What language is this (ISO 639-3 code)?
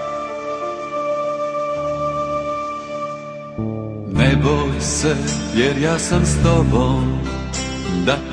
hrv